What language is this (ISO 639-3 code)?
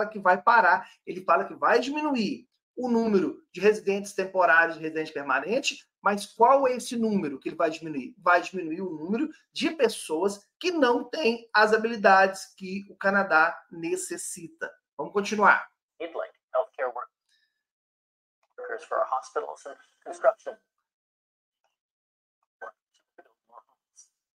por